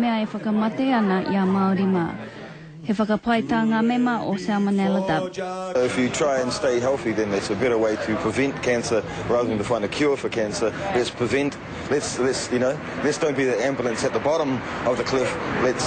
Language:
Māori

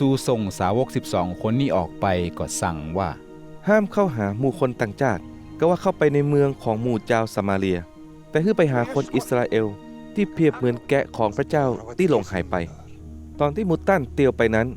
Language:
Northern Thai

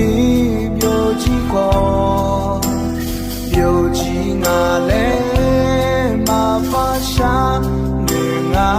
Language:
Akha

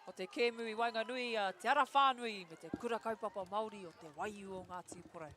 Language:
Māori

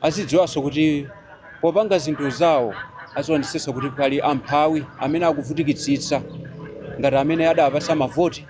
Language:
Nyanja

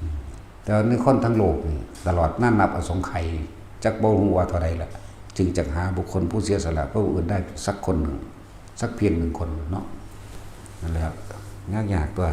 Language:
Northeastern Thai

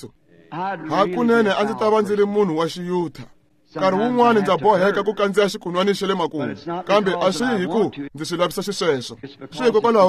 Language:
Tsonga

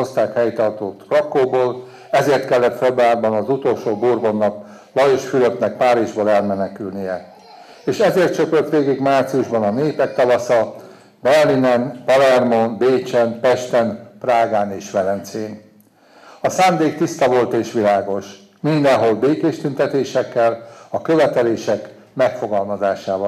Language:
Hungarian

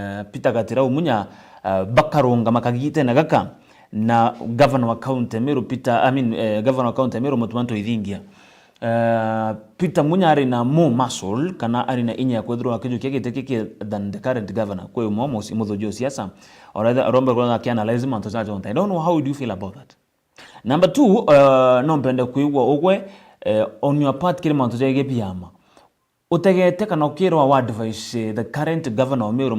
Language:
Meru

